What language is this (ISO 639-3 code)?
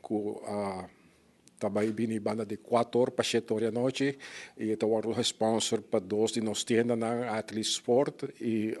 pap